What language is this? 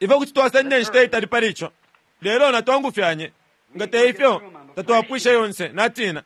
Bemba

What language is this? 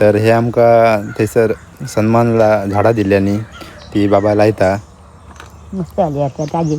Konkani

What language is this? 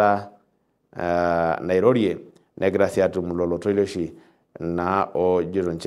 Masai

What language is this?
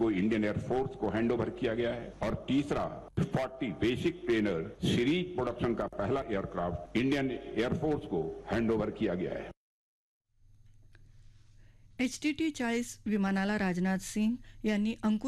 Marathi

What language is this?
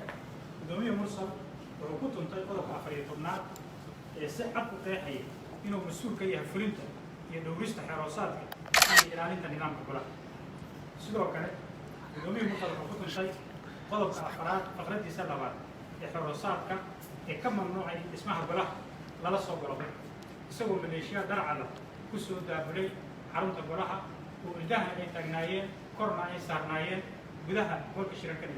Somali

